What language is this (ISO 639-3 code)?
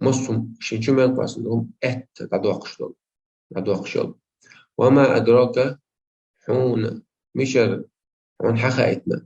che